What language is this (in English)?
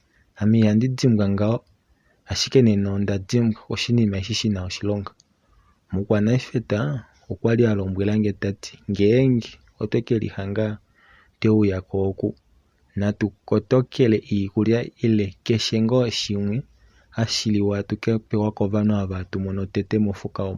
Kuanyama